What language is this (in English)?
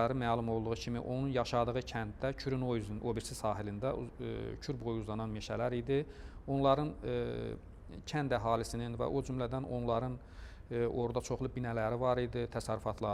Azerbaijani